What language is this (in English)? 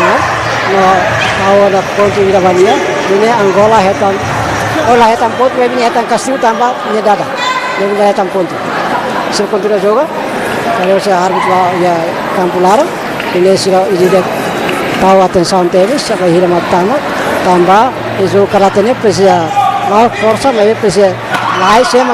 Tetum